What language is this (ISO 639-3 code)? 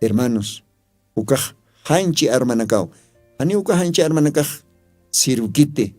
aym